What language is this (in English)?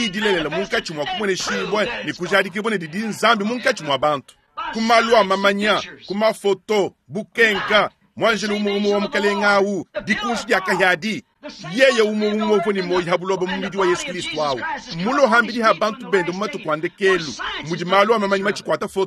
Luba-Lulua